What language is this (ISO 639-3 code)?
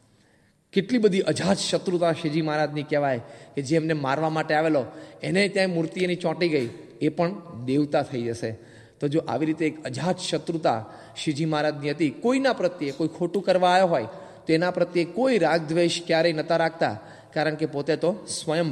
guj